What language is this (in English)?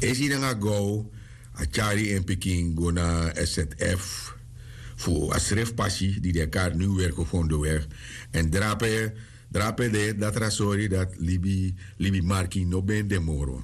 Sranan Tongo